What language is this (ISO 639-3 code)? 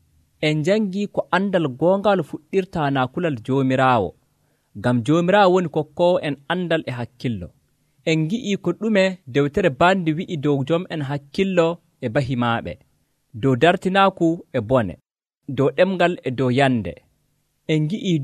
fuv